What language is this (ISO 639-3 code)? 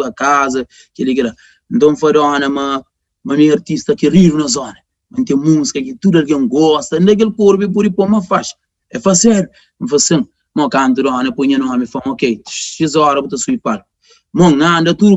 kea